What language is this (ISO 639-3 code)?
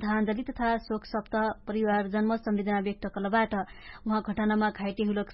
thl